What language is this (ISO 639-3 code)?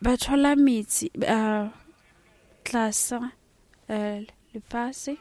sot